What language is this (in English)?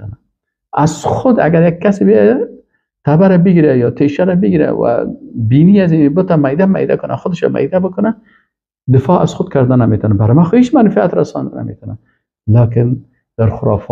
Persian